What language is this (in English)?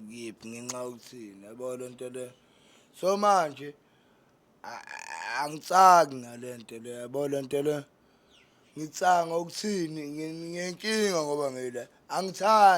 Zulu